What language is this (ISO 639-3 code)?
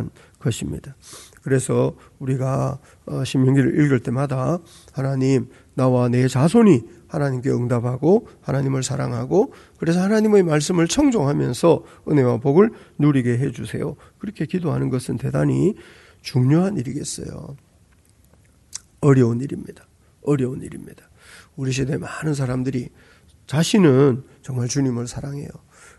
kor